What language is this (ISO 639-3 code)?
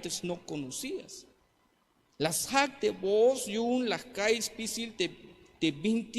tzh